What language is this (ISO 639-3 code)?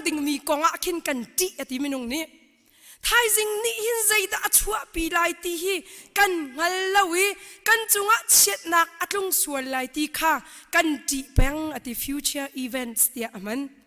cnh